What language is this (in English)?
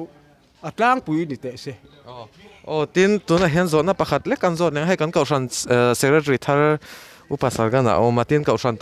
Mizo